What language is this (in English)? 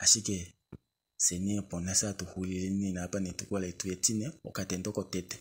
Kuanyama